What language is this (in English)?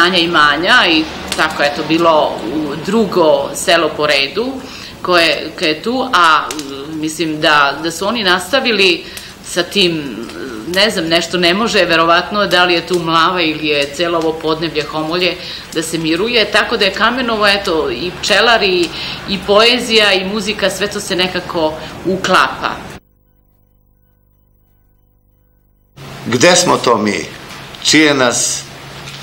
Serbian